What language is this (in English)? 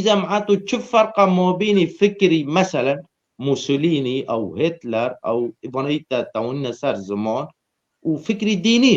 Kurdish